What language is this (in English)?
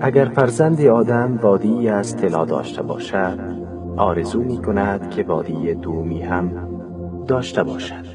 Tajik